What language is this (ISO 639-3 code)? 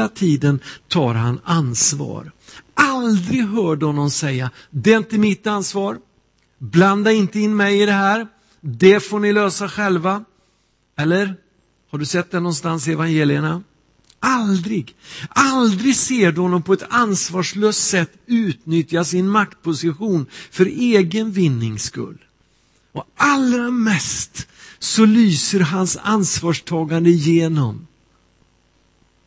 swe